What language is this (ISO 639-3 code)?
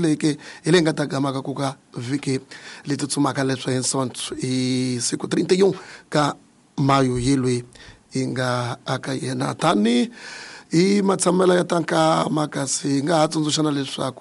tso